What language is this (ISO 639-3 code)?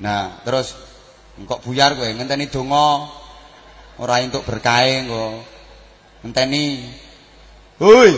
jav